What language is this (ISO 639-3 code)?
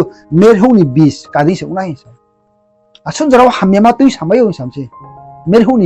ria